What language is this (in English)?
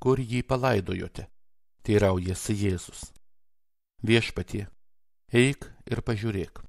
Lithuanian